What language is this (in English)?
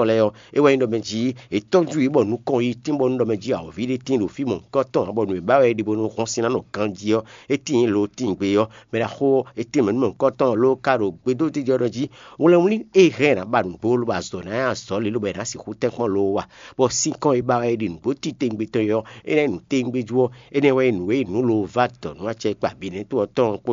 Fon